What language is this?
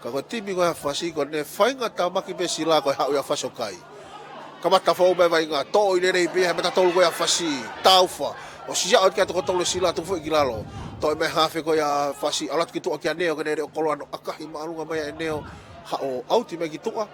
Tongan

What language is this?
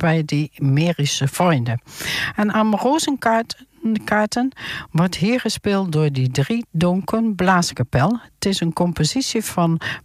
Dutch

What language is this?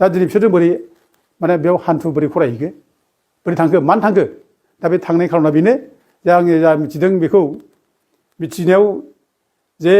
Bodo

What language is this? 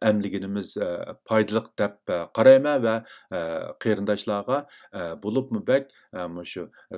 Uyghur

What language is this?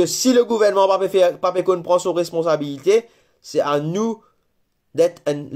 Morisyen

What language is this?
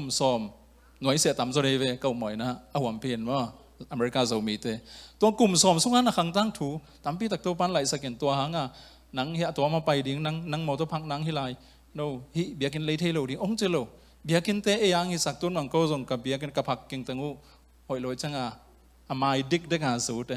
Tedim Chin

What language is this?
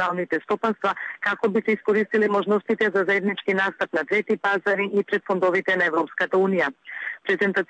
Macedonian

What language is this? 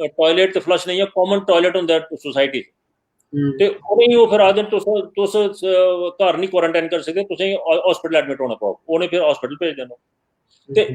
Dogri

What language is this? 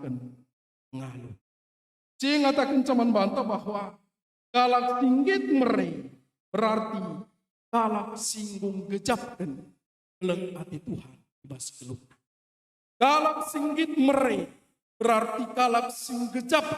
Batak Karo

